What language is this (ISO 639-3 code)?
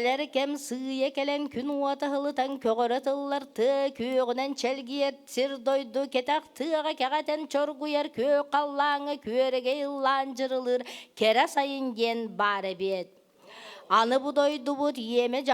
sah